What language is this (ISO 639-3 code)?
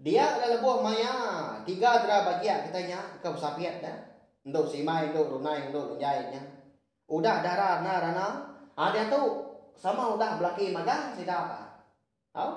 iba